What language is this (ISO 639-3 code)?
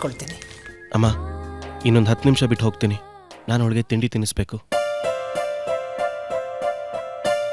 kan